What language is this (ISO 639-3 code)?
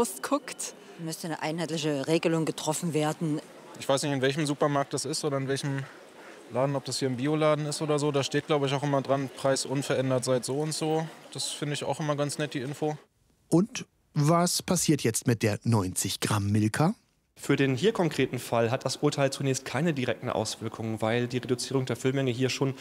deu